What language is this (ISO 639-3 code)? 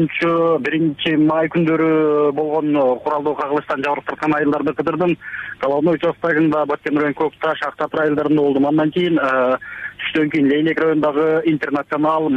kir